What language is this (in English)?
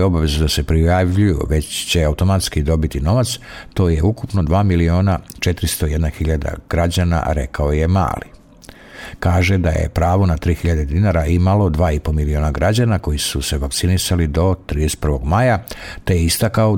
Serbian